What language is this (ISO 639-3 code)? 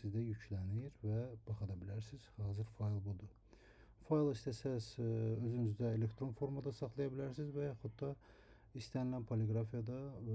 aze